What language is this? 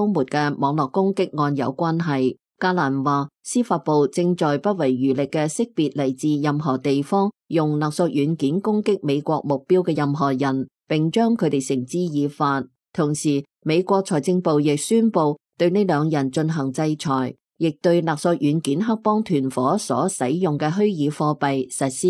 Cantonese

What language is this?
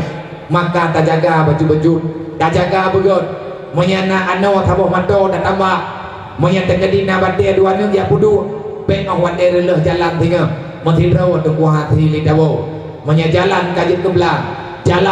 Achinese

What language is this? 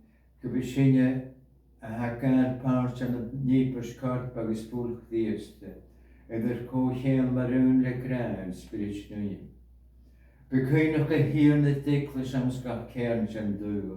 Scottish Gaelic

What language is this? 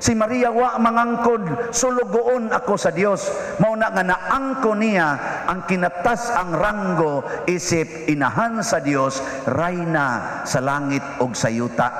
Cebuano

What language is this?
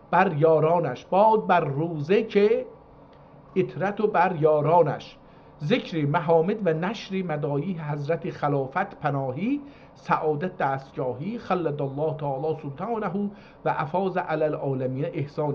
South Azerbaijani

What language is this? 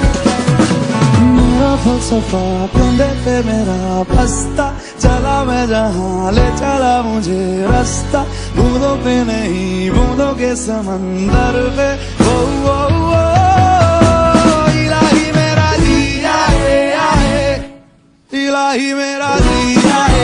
Hindi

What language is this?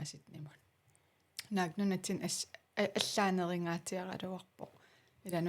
Kalaallisut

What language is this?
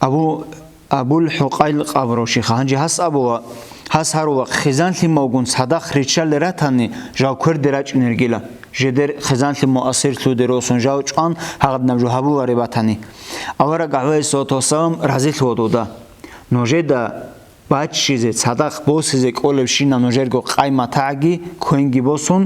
Avaric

